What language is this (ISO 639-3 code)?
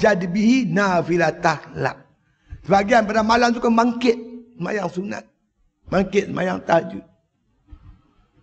msa